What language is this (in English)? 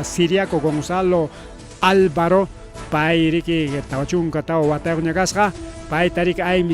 Ayacucho Quechua